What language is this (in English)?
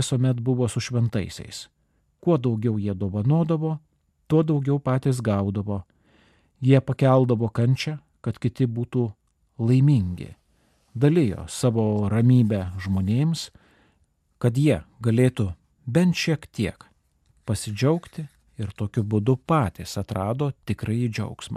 Lithuanian